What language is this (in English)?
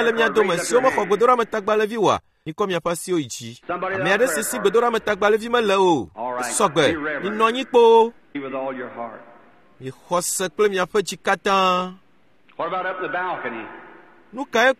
Ewe